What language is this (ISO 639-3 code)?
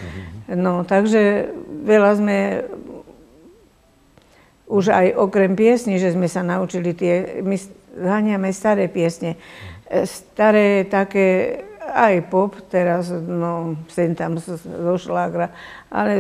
slk